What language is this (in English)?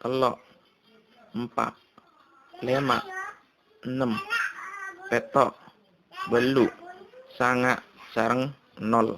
Madurese